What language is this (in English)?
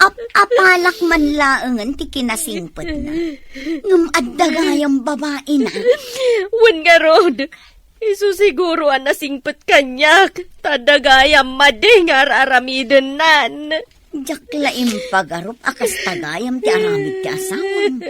Iloko